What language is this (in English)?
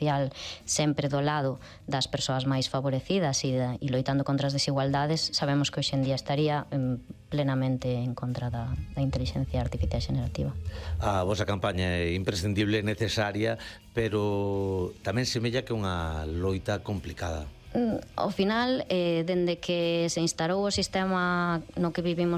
Galician